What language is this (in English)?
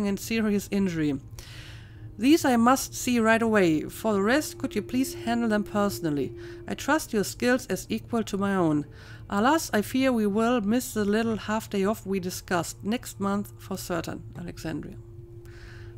English